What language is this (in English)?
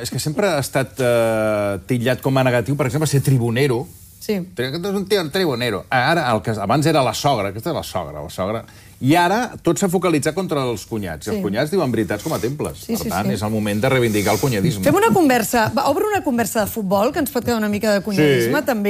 Catalan